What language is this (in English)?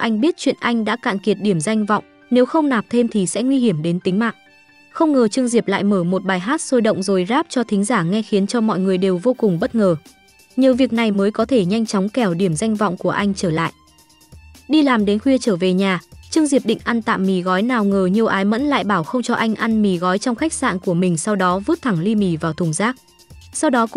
Vietnamese